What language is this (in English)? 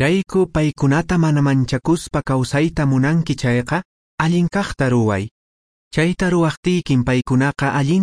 Quechua